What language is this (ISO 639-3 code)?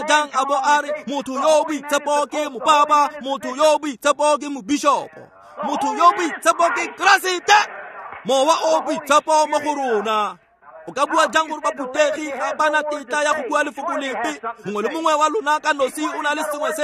tsn